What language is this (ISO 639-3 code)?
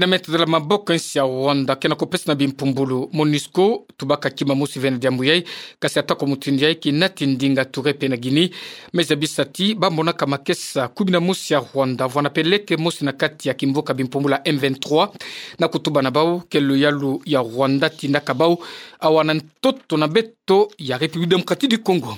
ktu